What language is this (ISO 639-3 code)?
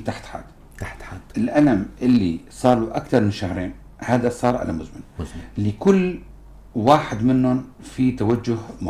apc